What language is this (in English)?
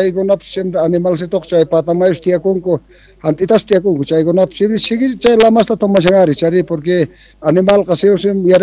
South Bolivian Quechua